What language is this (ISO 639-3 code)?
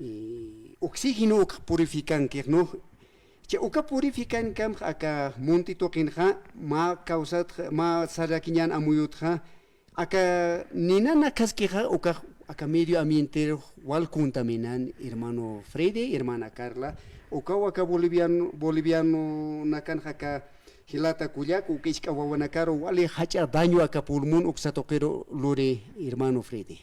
aym